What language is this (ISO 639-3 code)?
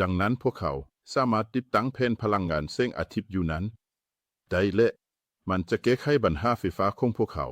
lao